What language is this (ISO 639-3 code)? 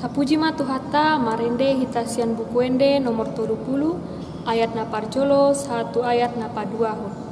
bbc